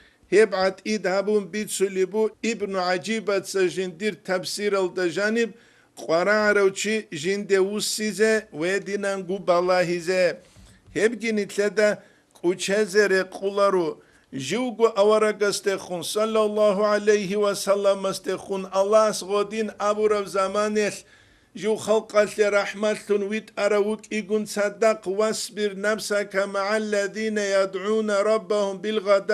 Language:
Avaric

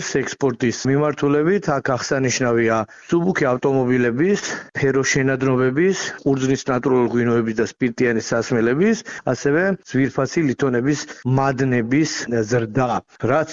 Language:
Georgian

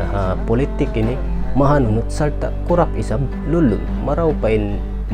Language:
Tausug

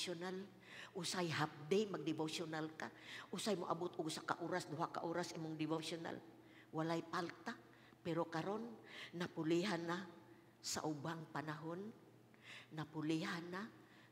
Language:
Cebuano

